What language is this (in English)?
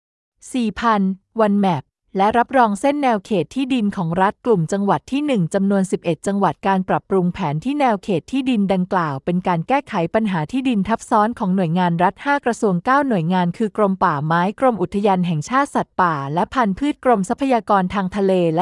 Thai